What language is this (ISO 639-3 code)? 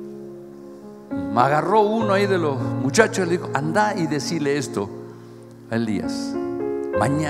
spa